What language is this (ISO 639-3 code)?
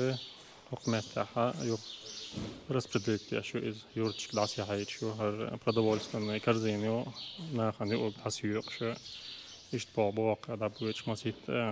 che